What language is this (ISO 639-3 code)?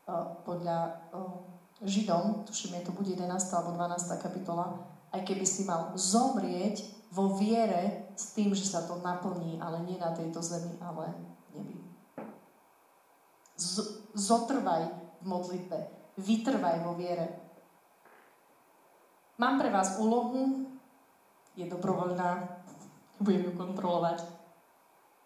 slk